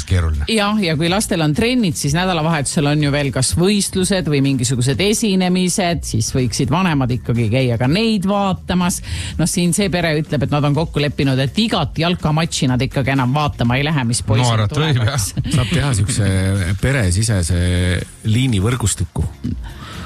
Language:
Estonian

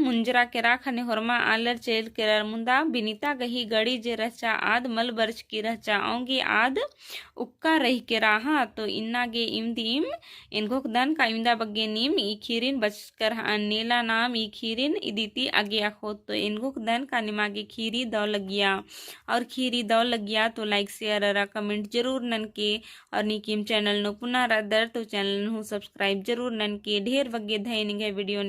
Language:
Kurukh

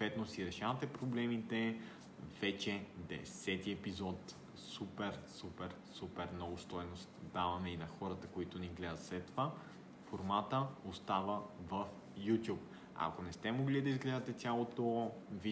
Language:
Bulgarian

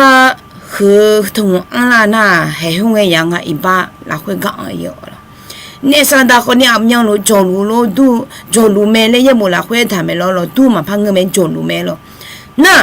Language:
Akha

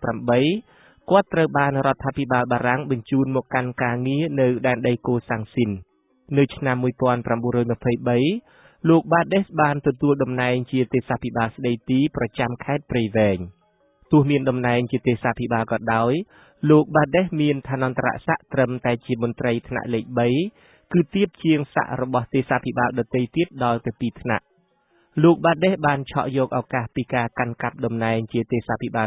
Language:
Khmer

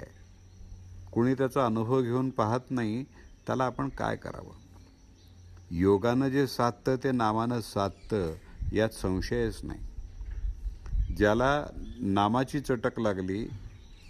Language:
Marathi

